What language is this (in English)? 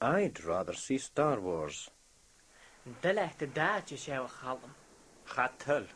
Scottish Gaelic